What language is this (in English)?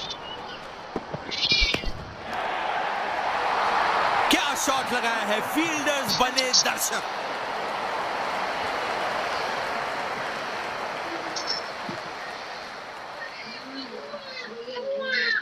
Hindi